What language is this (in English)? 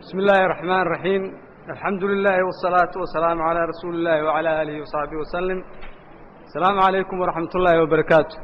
Somali